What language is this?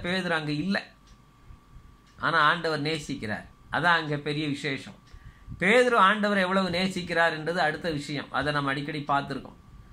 Tamil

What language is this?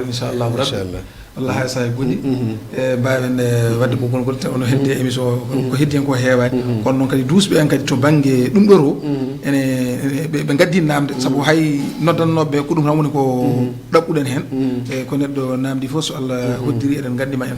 Fula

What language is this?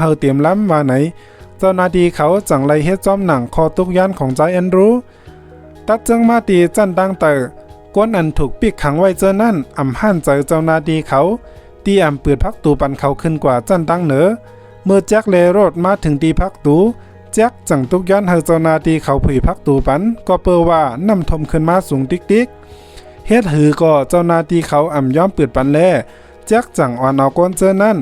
Shan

